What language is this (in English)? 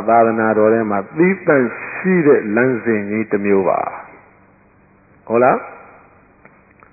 Burmese